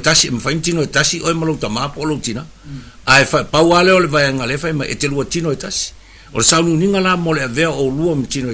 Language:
Samoan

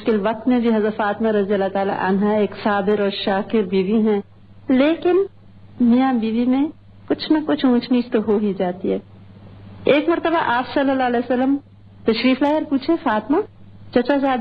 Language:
Urdu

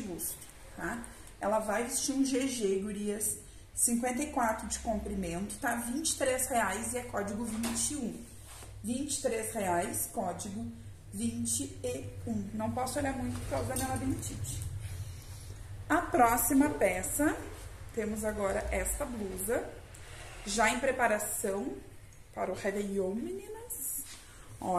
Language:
Portuguese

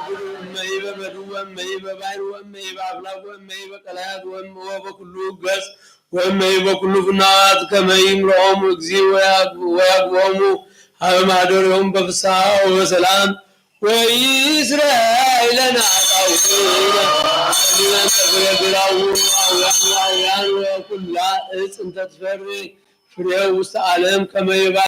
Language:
Geez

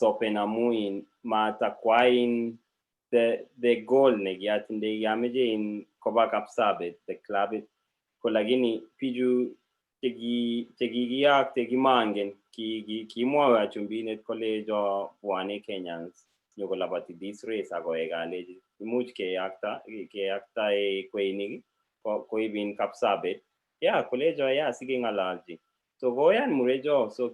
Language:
Kalenjin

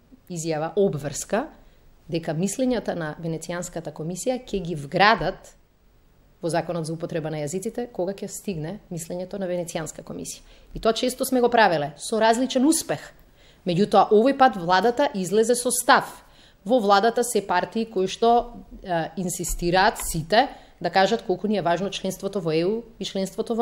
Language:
Macedonian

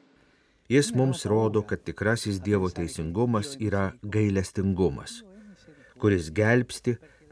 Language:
Lithuanian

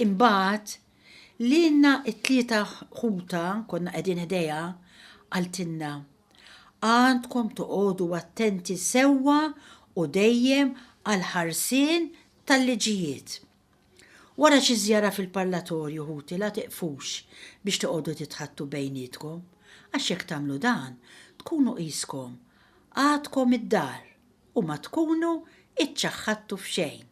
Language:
Maltese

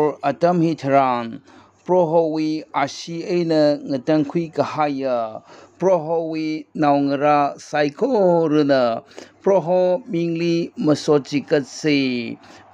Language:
Tangkhul Naga (India)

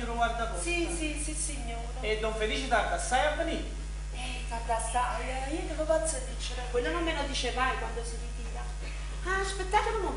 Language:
Neapolitan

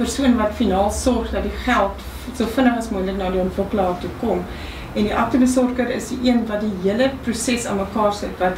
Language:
Afrikaans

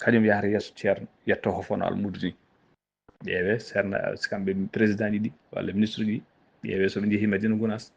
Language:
Fula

